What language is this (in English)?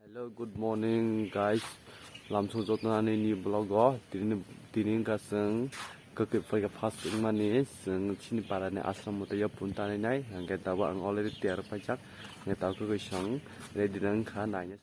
Kok Borok